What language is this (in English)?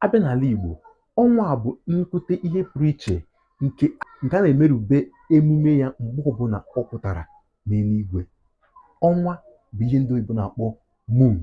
Igbo